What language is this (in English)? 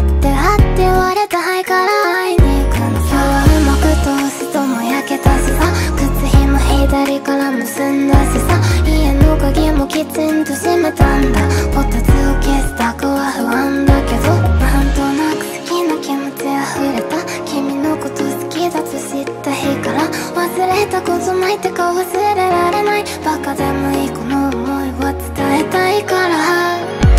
Japanese